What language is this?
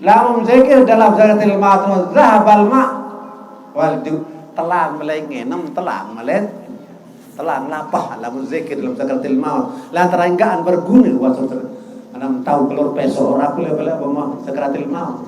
Sasak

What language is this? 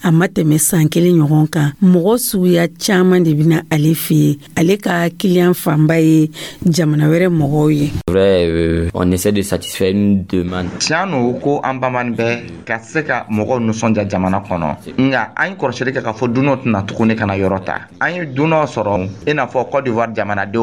Dyula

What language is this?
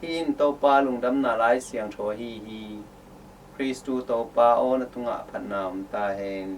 Tedim Chin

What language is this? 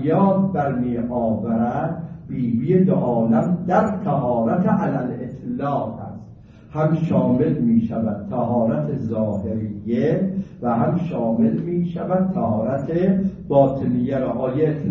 Persian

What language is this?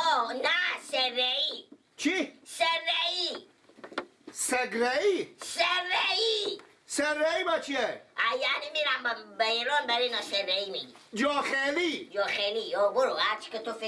Persian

